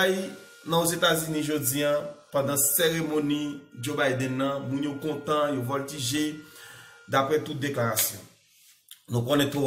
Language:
Haitian Creole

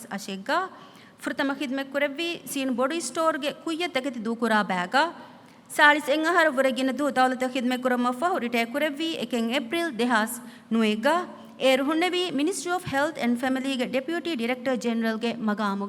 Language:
Divehi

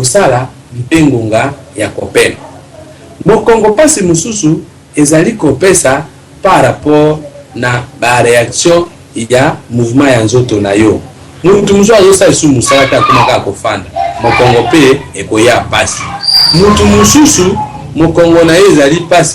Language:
Lingala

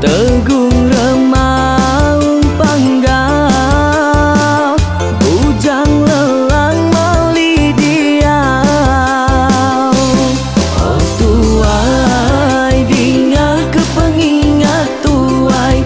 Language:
Iban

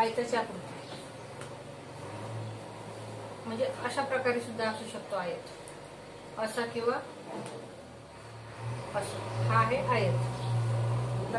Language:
Marathi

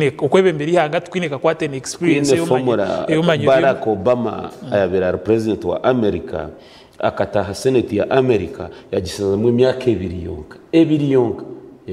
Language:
Nyankole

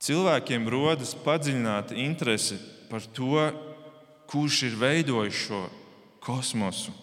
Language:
Latvian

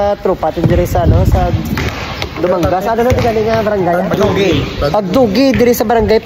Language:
Hiligaynon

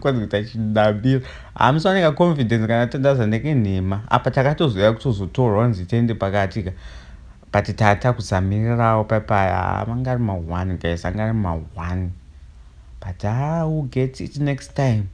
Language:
Shona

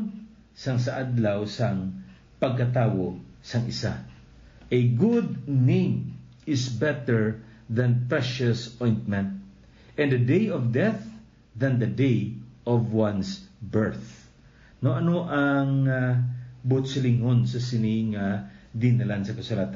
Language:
Hiligaynon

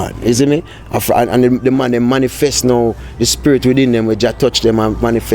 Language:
Jamaican Creole English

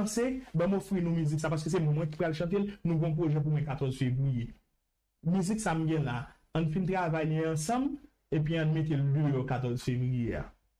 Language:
Haitian Creole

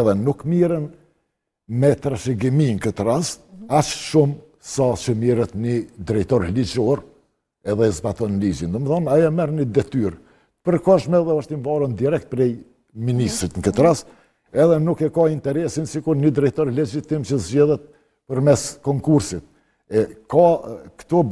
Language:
Albanian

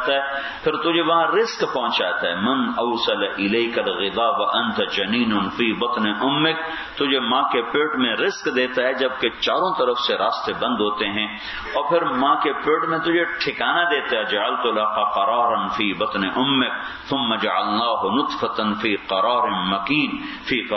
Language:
Urdu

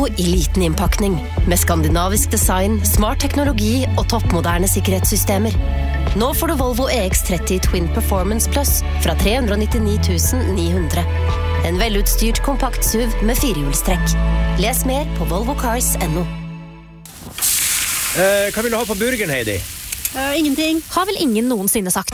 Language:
Norwegian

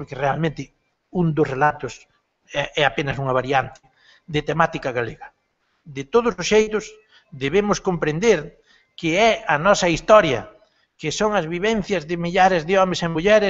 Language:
Galician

